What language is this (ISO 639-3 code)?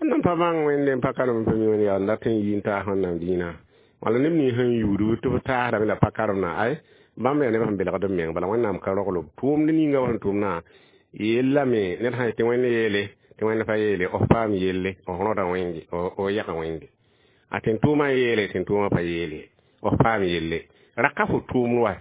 mos